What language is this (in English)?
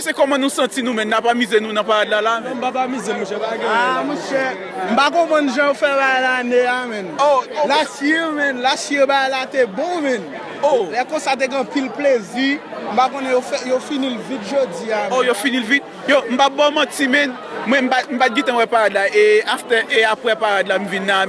Haitian Creole